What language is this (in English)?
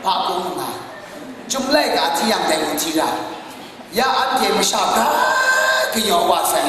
Kachin